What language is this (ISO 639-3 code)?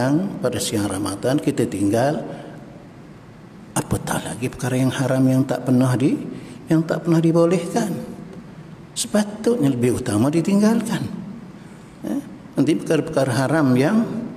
msa